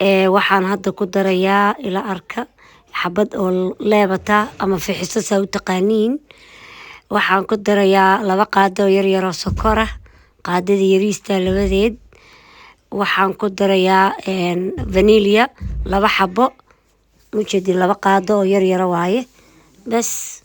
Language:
Somali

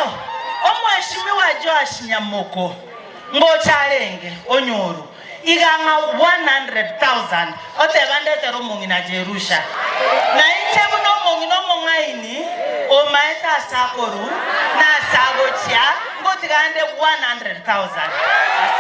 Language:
Gusii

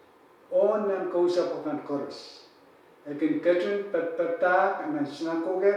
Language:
Pohnpeian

